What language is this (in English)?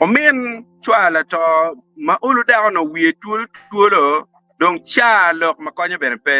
Acoli